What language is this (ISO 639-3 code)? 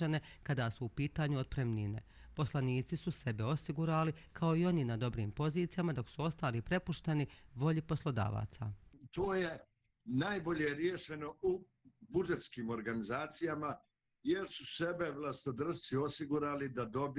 bos